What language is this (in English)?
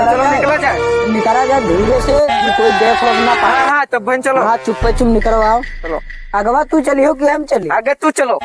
Awadhi